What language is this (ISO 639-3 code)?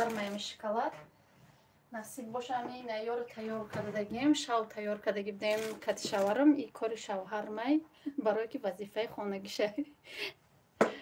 tgk